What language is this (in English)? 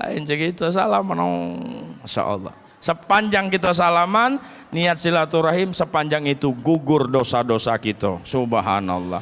Musi